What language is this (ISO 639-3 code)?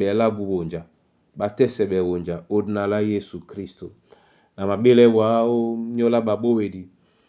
dua